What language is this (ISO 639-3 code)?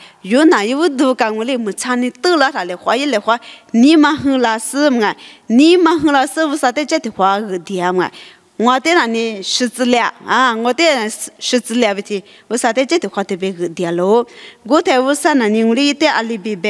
lis